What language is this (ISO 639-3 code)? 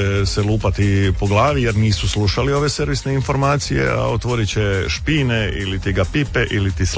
hrv